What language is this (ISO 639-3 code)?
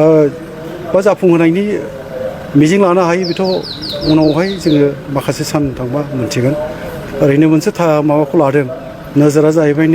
brx